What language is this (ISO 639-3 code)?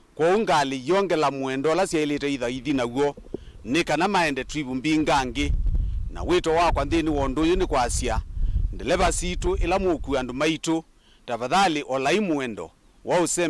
kam